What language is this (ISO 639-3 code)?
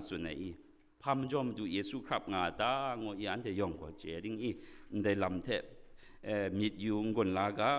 kac